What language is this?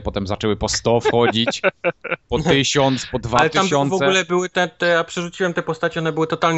Polish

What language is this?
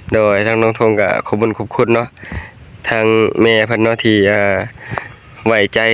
Northeastern Thai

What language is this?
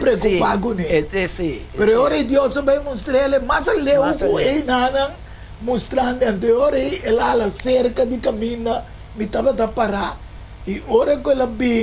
Papiamento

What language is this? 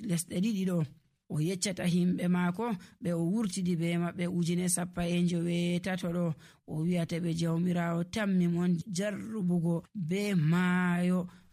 Nigerian Fulfulde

